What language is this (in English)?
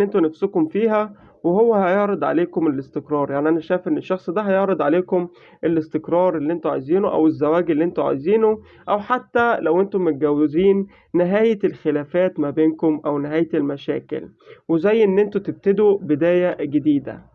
Egyptian Arabic